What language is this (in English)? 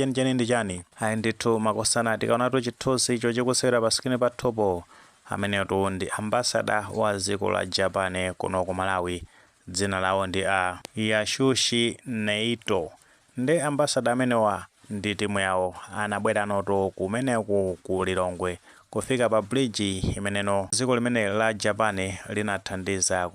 Nyanja